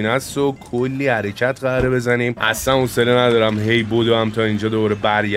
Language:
Persian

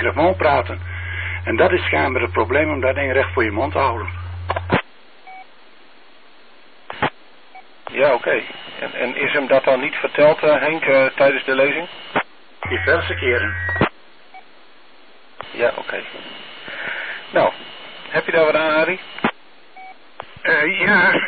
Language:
Dutch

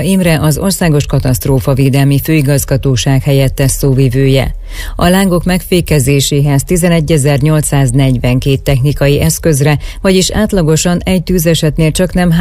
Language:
Hungarian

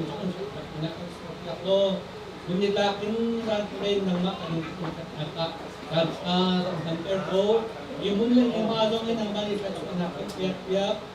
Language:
Hakha Chin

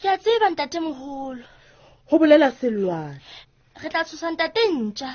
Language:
Southern Sotho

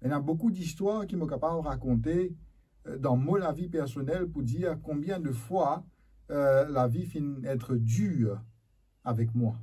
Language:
Morisyen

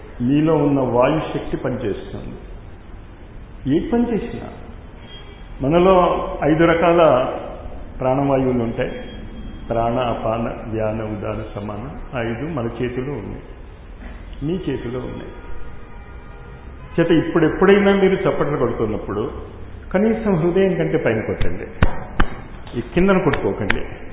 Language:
Telugu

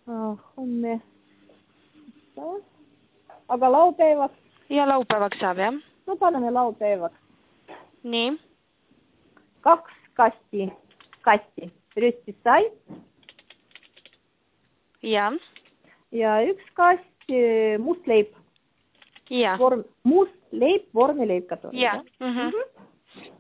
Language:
Estonian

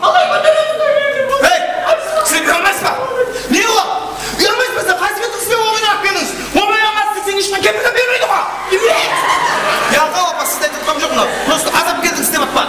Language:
Kara-Kalpak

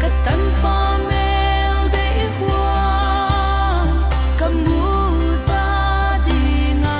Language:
Paite Chin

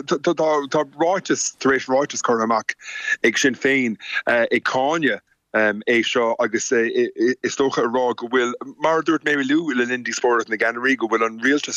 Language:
Irish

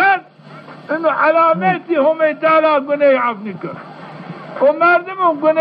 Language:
Zaza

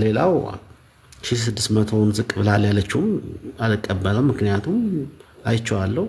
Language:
Amharic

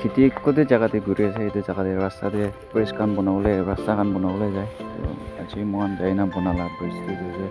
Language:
Naga Pidgin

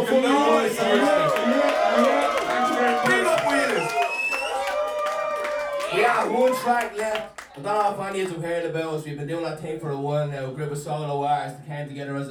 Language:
English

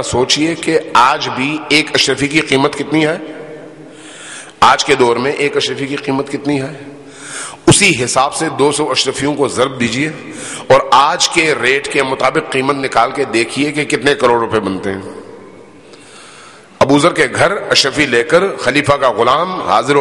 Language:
Urdu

